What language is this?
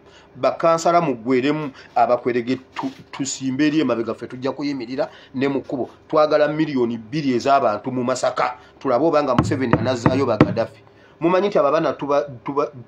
Ganda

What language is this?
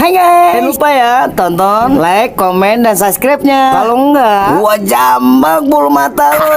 Betawi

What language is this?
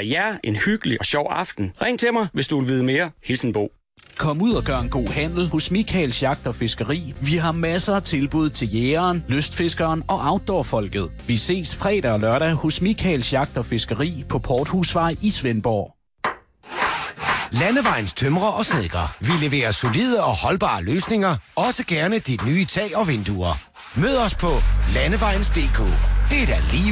Danish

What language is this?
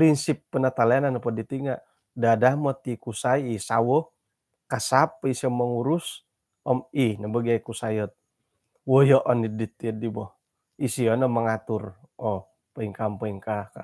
Central Dusun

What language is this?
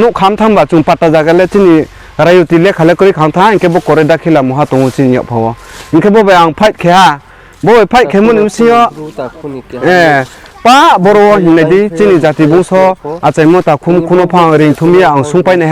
Riang (India)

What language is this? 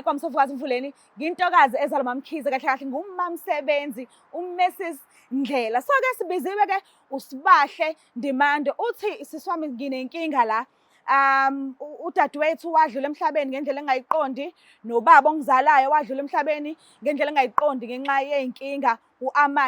Zulu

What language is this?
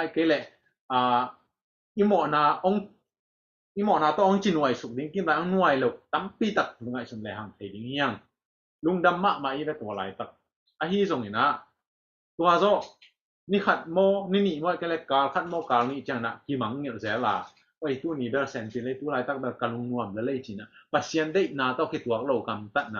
Tedim Chin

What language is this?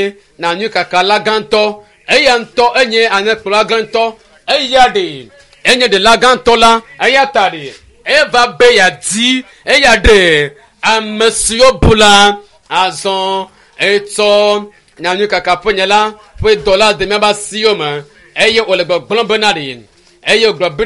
Ewe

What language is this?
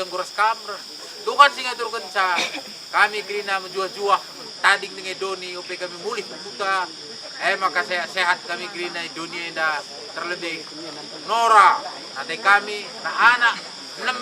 Batak Karo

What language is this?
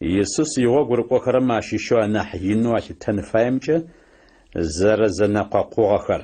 Adyghe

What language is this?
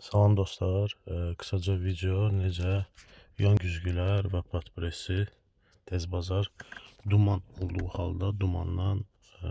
Azerbaijani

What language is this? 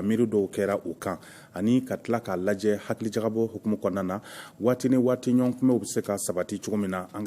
Bambara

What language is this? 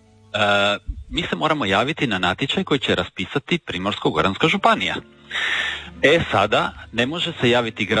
Croatian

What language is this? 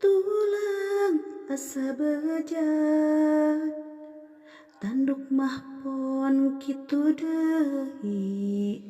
Sundanese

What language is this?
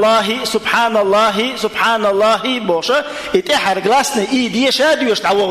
Chechen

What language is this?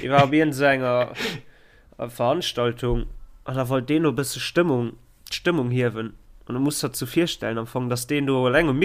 Luxembourgish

